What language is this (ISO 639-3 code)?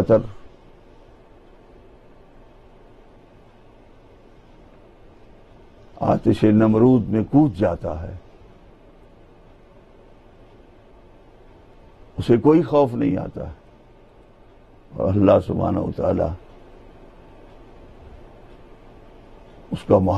urd